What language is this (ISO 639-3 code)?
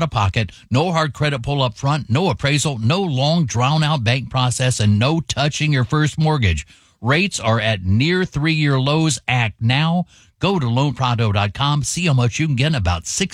eng